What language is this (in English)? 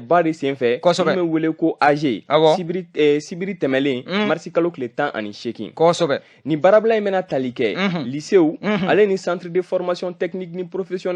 Bambara